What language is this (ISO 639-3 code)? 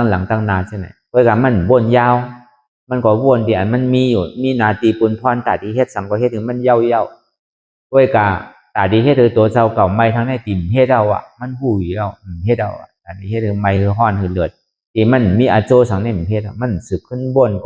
shn